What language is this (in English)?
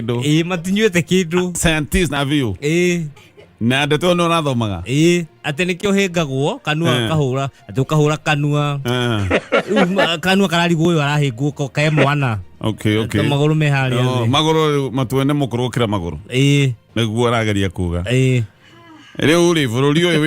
Kikuyu